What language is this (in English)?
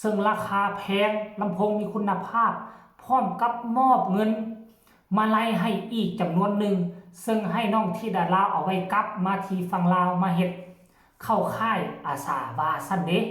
Northeastern Thai